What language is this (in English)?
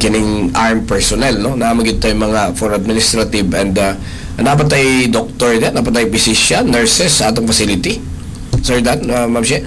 Cebuano